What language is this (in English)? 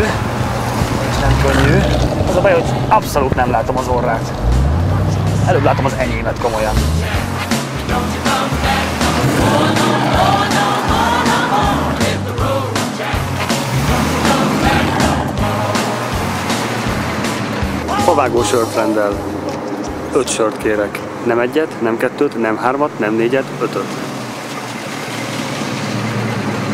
Hungarian